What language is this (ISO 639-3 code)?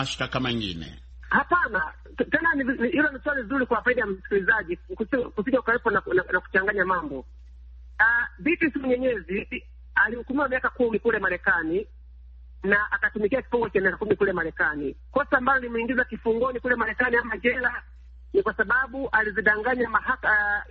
swa